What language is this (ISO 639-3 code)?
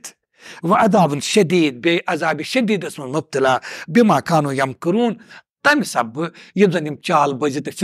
kas